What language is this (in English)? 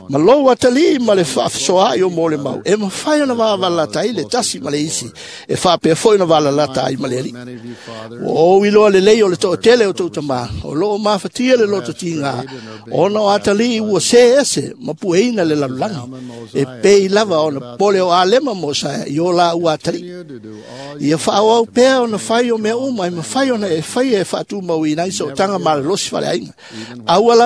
Samoan